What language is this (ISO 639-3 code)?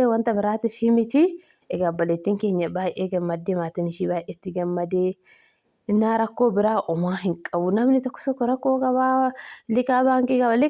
orm